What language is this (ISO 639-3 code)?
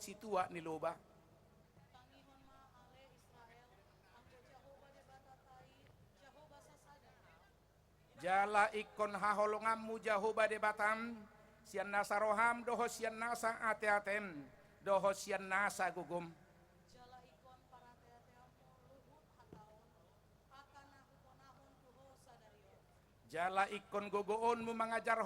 bbc